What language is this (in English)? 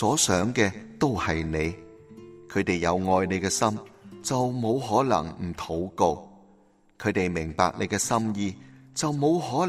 Cantonese